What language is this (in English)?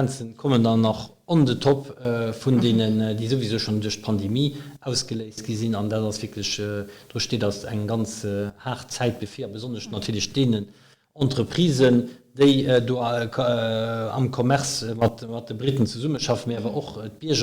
Luxembourgish